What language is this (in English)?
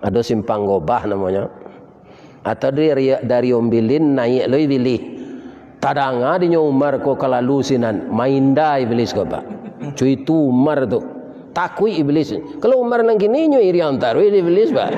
Minangkabau